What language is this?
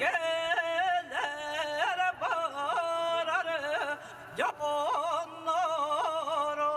Yakut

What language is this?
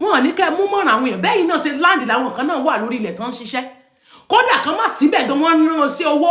Yoruba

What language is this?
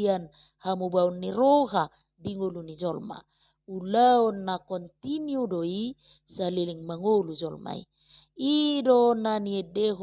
Batak Toba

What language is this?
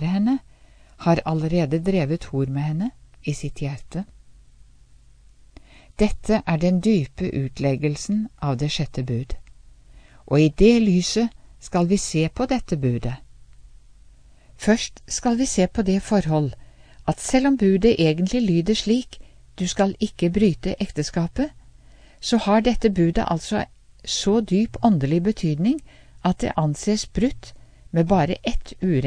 Norwegian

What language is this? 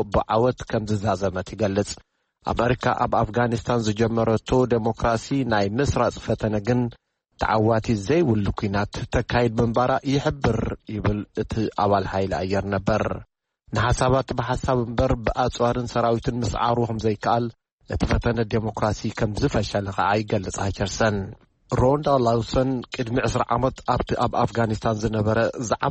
Tigrinya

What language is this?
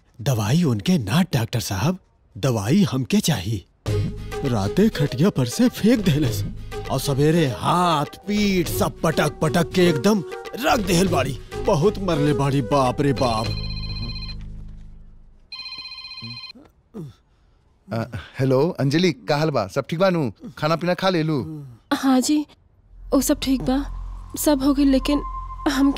Bhojpuri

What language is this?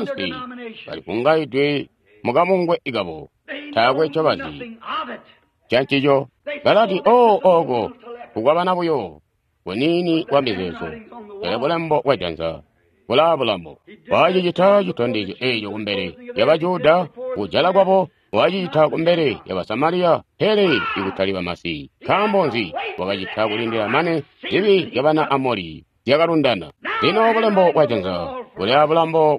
Tonga (Zambia)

